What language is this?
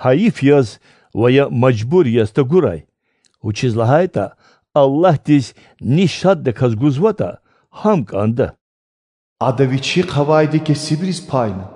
Lezghian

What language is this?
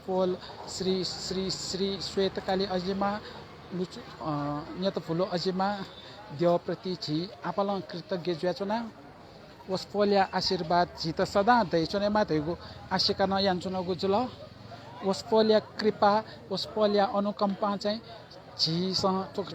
Newari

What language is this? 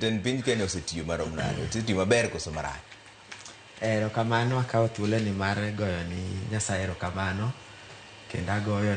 Luo (Kenya and Tanzania)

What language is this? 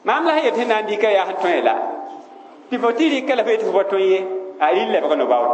Mossi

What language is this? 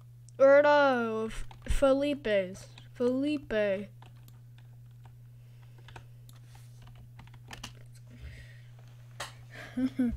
English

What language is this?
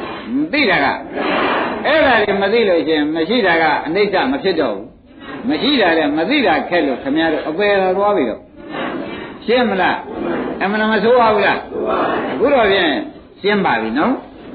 Burmese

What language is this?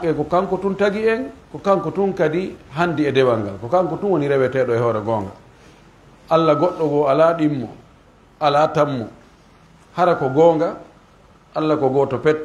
Pular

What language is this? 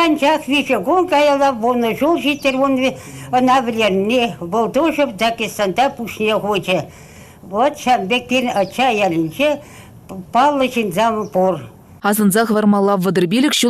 Chuvash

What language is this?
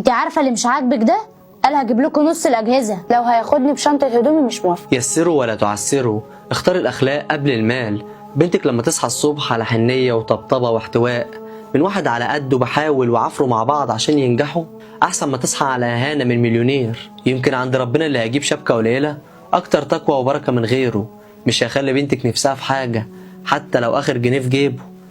Egyptian Arabic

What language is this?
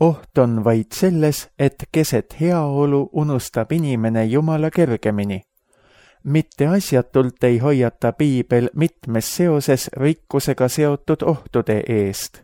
Estonian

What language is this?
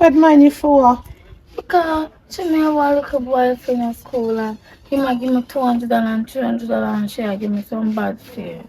Jamaican Creole English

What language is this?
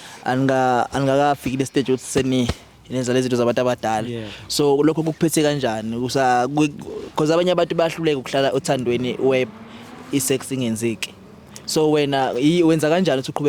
Zulu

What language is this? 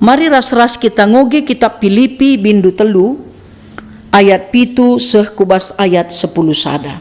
Batak Karo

